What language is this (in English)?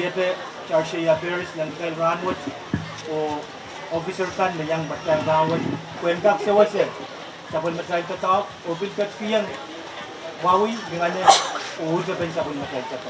Pohnpeian